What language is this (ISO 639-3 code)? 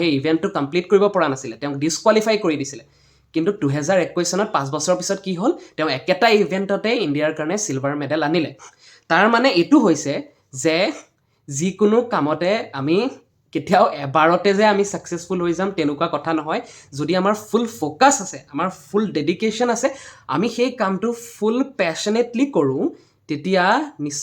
asm